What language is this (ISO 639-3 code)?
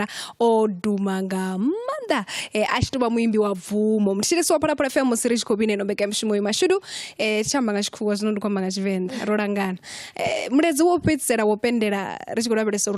ven